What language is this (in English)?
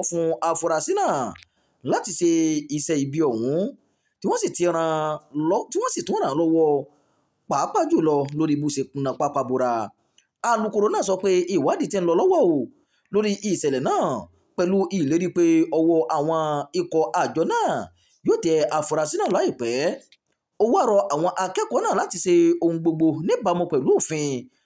Yoruba